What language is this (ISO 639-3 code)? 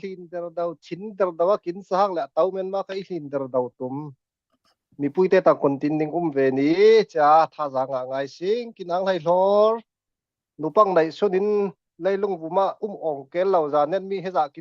cfm